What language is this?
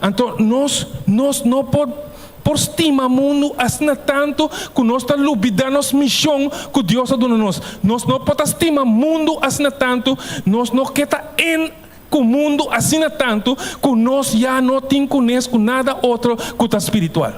Papiamento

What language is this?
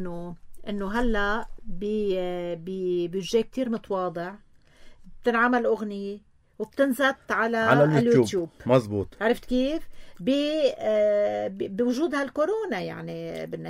North Levantine Arabic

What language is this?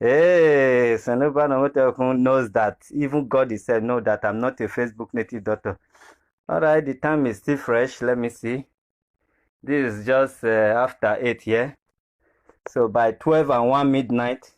Nigerian Pidgin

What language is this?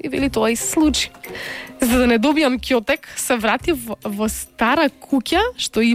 Macedonian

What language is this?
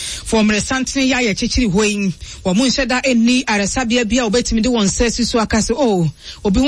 Akan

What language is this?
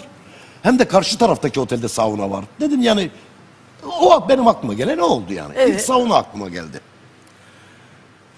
Turkish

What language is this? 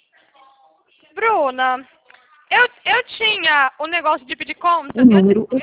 Portuguese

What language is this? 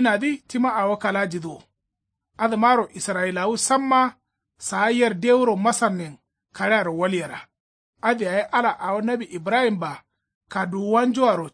Kanuri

